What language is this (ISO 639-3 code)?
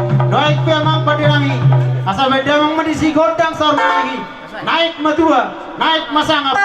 bbc